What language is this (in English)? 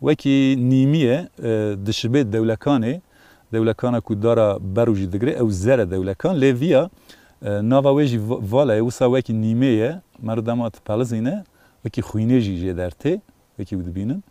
Kurdish